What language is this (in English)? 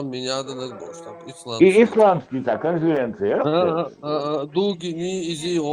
Chechen